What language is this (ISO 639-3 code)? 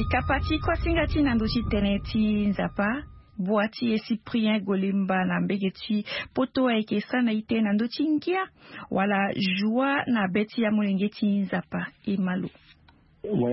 sag